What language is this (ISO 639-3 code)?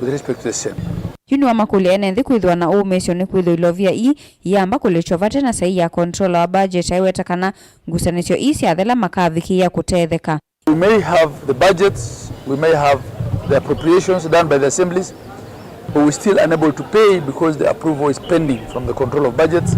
kam